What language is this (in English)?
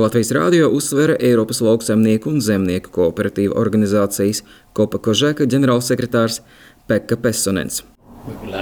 Latvian